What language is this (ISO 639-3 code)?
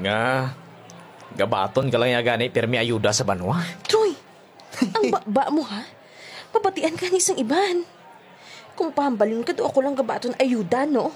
hil